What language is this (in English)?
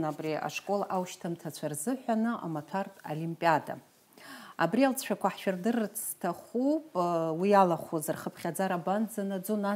Abkhazian